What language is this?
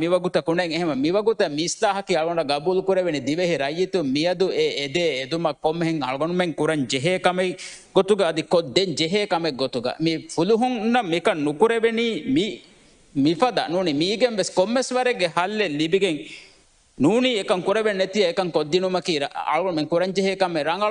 Divehi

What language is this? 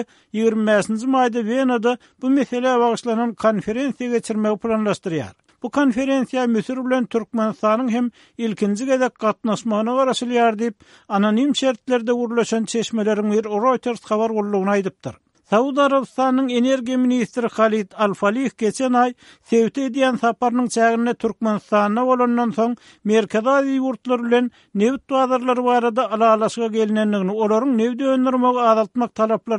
Turkmen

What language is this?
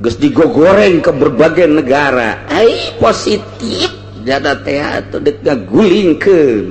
Sundanese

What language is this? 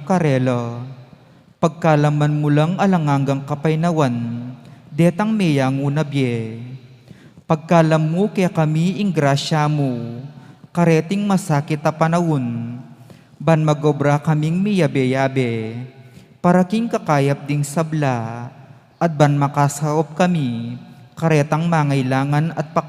Pampanga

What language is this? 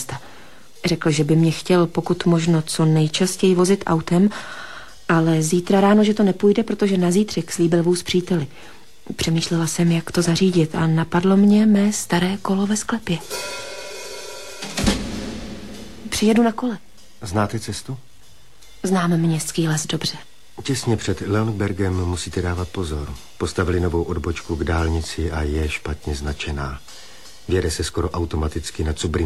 Czech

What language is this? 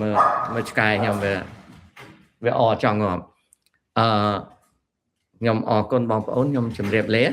Khmer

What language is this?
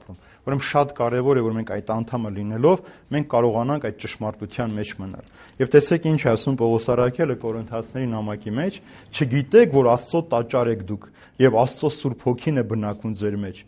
Armenian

